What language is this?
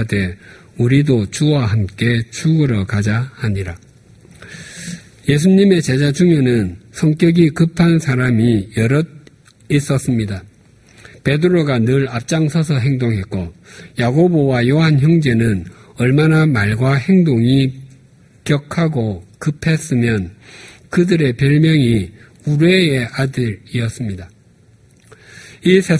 Korean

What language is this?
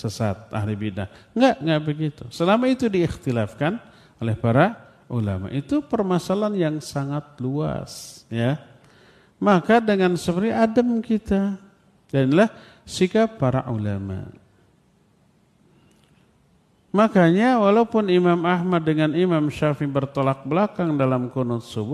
Indonesian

